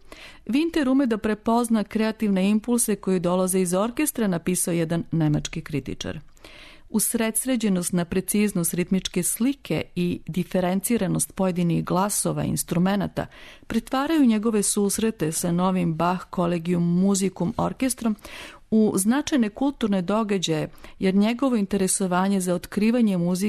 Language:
Serbian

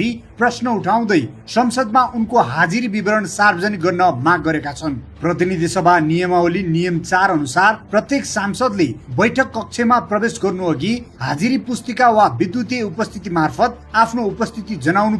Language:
Nepali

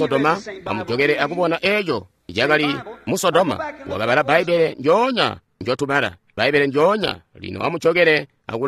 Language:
Tonga (Zambia)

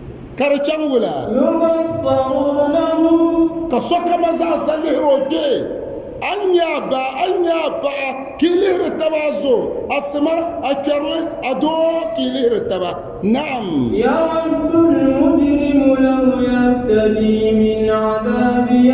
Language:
Dagbani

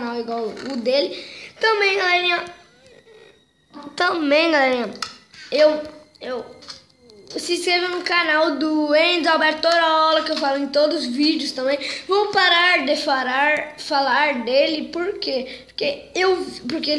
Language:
Portuguese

